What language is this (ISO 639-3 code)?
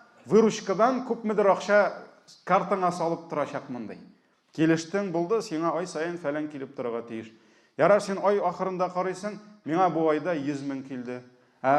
tat